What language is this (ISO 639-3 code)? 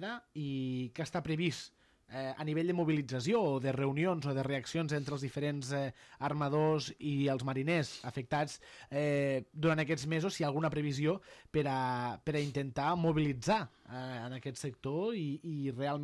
cat